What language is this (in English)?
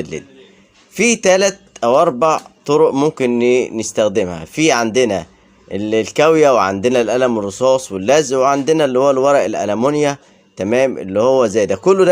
Egyptian Arabic